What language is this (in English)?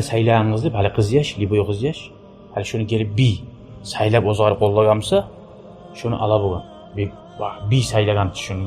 Kumyk